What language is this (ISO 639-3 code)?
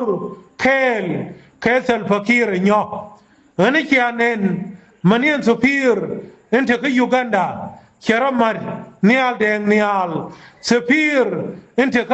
nus